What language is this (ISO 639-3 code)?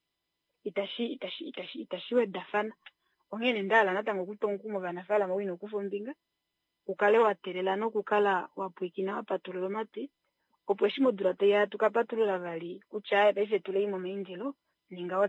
kua